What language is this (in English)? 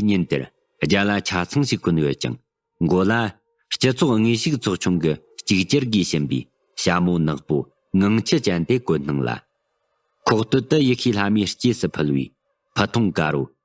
Tibetan